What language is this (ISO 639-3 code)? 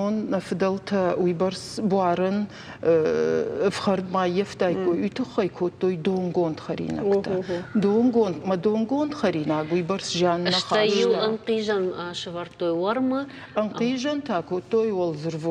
oss